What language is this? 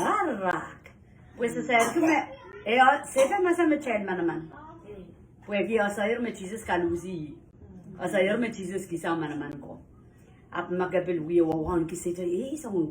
Pohnpeian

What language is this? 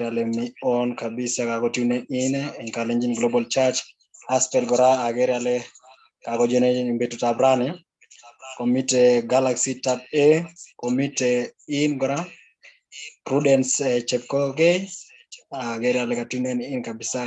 Kalenjin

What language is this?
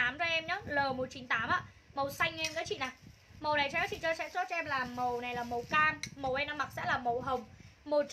Vietnamese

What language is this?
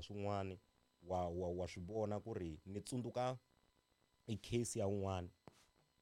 Tsonga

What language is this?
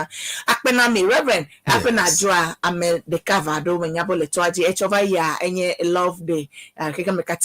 Ewe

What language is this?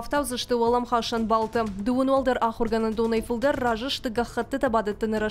Ossetic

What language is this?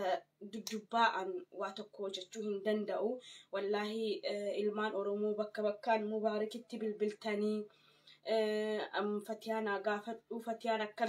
Oromo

